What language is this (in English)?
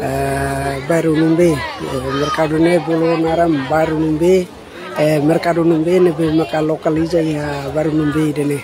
Tetum